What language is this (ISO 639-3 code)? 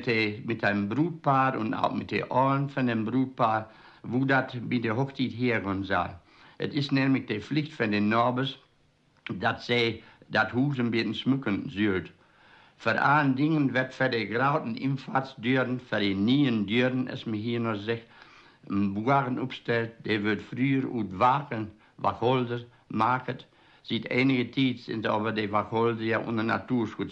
wep